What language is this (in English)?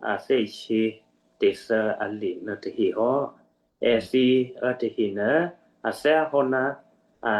Western Kayah